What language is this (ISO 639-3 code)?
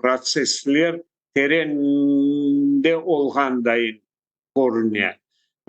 crh